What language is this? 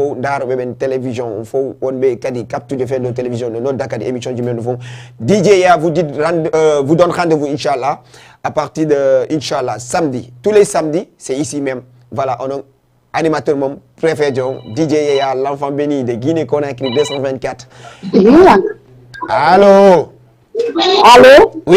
Fula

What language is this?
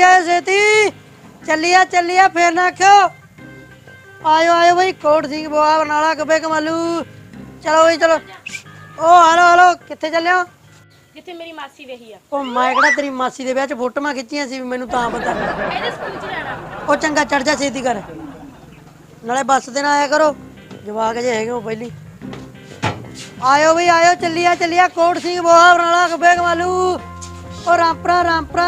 Punjabi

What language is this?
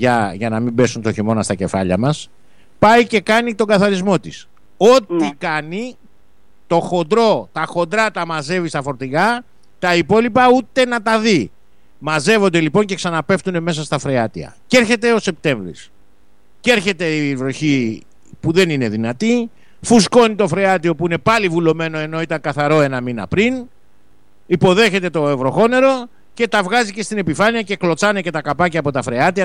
Greek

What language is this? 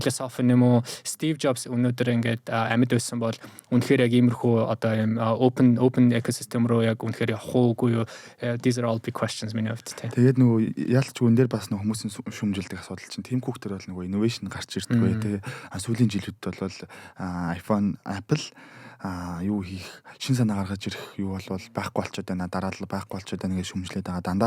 Mongolian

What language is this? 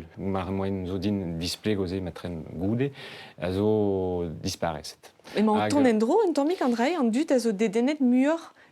Breton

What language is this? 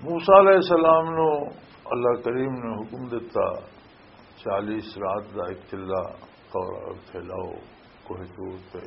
Western Panjabi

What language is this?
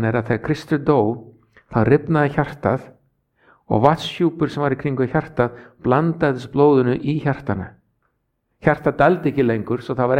Icelandic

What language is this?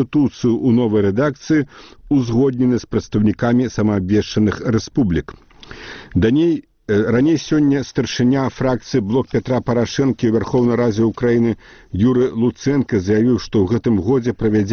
Belarusian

